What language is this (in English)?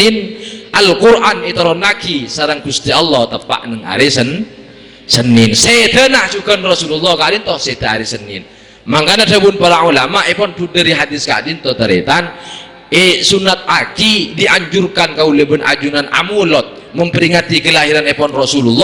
Madurese